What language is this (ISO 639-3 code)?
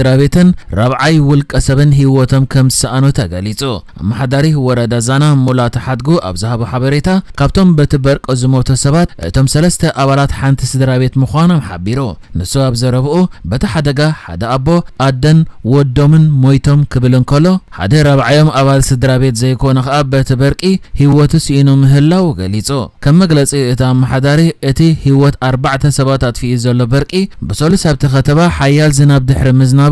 tir